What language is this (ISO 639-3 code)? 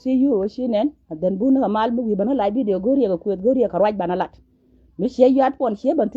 nus